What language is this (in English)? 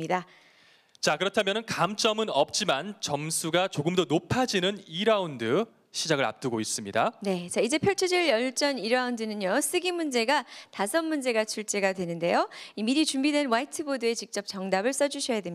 Korean